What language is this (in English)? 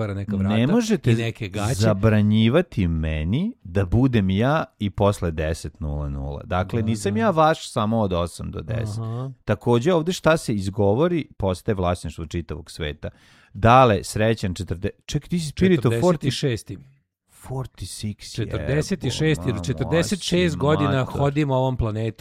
Serbian